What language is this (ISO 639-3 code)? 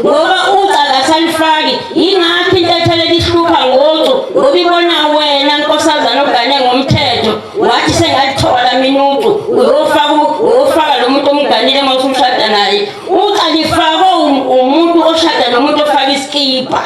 zul